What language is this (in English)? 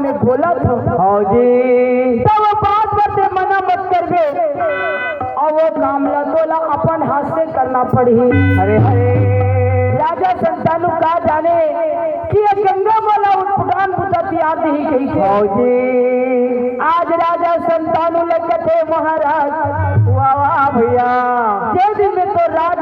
Chhattisgarhi